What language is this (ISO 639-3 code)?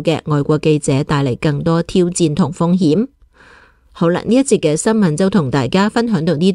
yue